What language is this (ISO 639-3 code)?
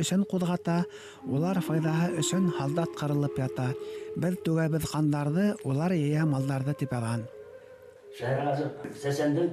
bak